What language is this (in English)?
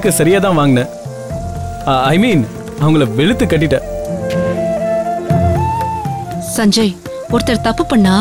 Tamil